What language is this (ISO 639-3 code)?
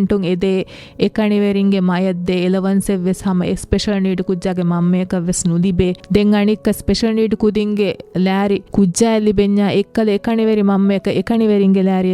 div